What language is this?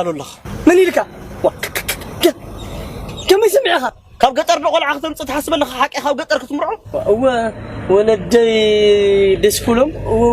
Tigrinya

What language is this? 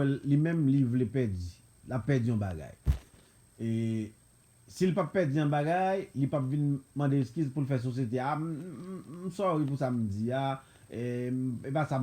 Haitian Creole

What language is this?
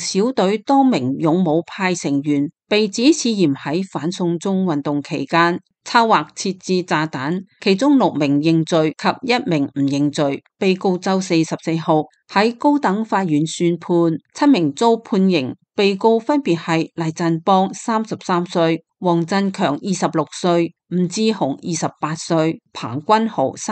Cantonese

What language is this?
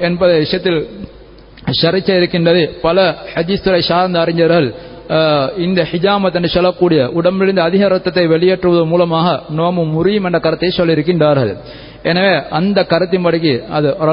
Tamil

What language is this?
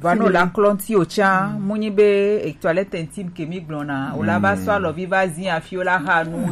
Gen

